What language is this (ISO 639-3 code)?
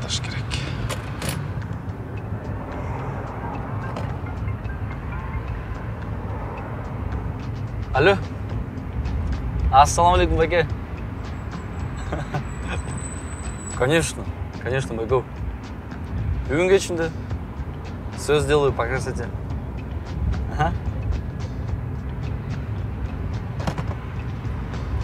kir